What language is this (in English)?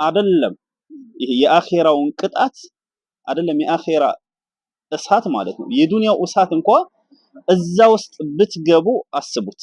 Amharic